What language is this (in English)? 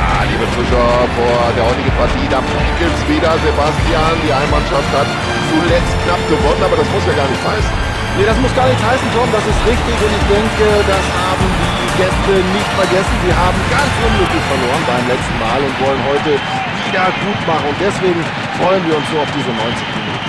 Bavarian